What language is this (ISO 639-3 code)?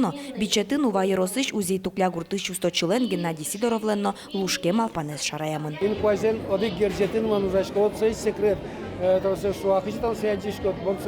udm